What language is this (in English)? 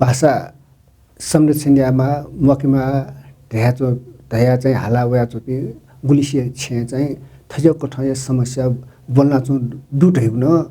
Newari